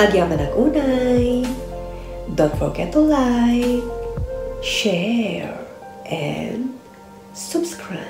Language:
Iloko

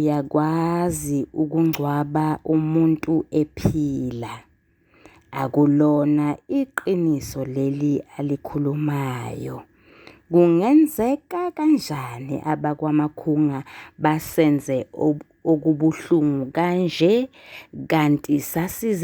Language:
Zulu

